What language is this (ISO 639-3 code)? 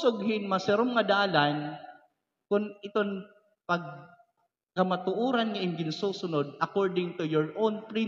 war